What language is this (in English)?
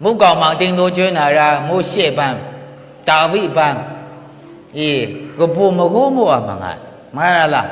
Maru